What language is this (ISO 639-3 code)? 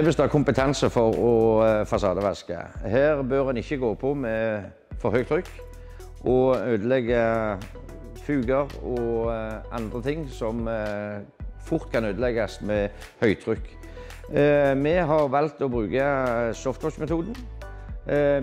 nor